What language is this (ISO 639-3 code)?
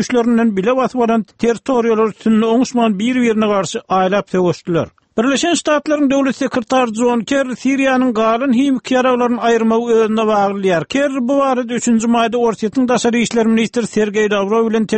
tuk